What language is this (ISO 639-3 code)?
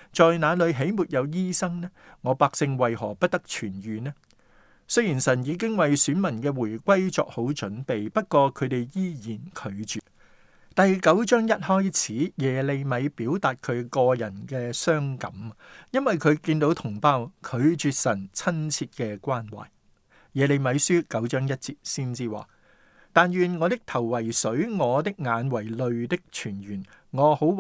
yue